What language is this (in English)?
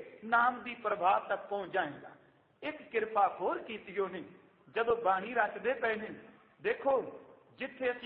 Punjabi